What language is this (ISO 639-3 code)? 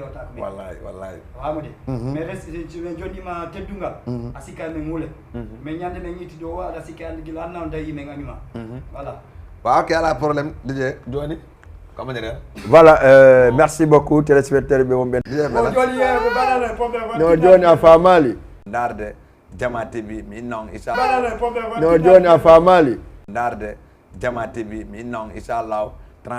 ful